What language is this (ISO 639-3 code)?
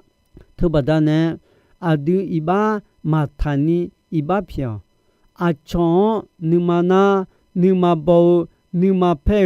ahk